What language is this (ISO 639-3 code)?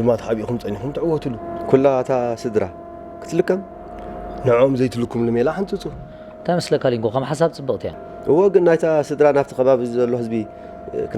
tir